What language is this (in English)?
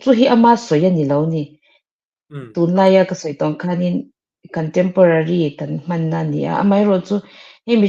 Mizo